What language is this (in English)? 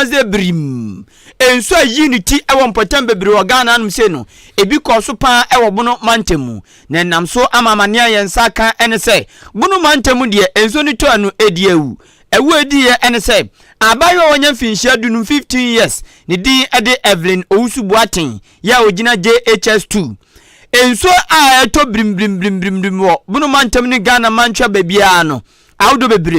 Akan